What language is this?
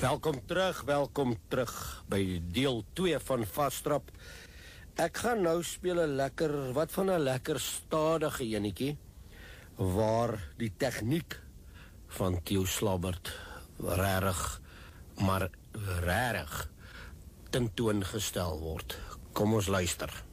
Afrikaans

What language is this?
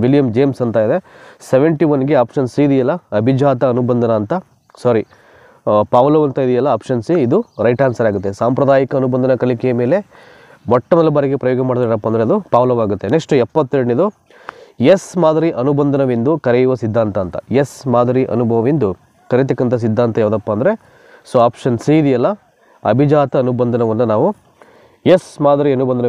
Kannada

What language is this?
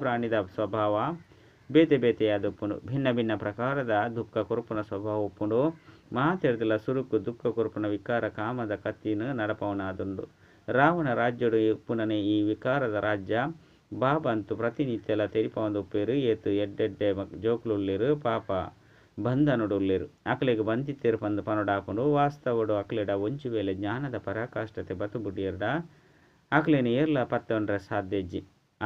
Tulu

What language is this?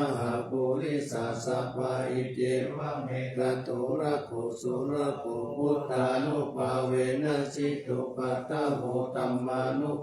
Pali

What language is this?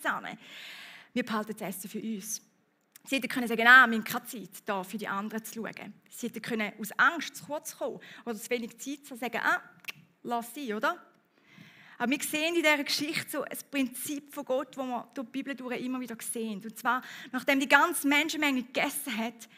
Swiss German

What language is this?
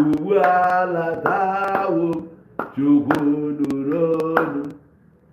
Igbo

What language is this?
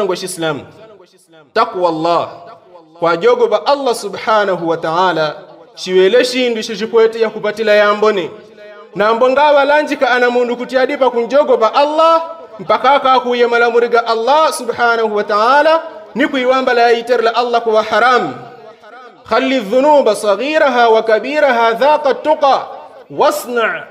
Yao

